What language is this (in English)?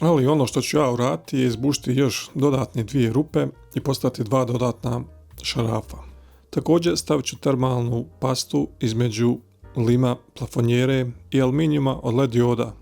Bosnian